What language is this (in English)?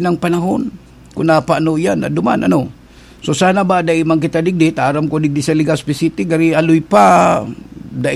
Bikol